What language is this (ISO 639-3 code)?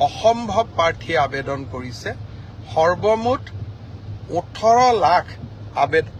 asm